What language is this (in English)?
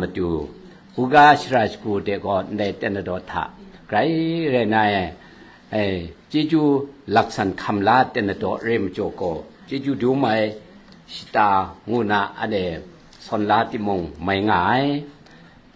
Kachin